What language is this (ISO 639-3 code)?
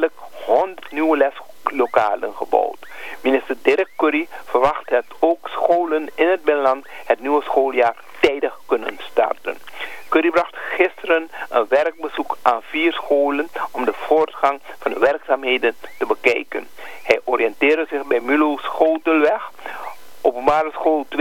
nld